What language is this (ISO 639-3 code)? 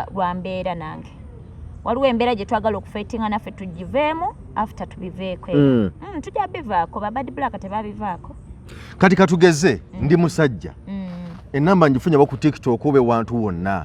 lug